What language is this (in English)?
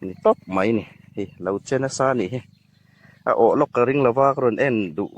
Hmar